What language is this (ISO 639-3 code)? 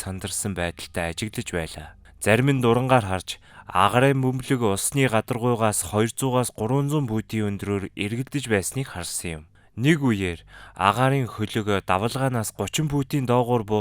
mon